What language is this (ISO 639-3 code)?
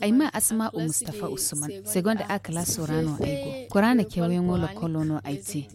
dje